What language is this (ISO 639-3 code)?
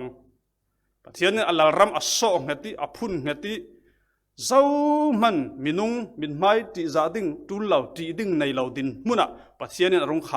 cfm